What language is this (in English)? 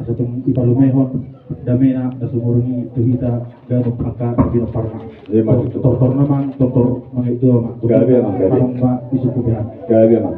Batak Toba